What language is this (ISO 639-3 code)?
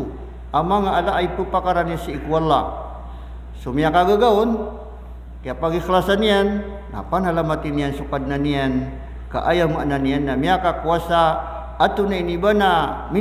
mrw